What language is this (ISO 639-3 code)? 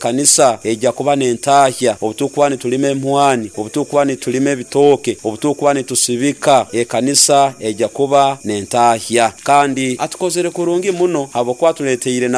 nyo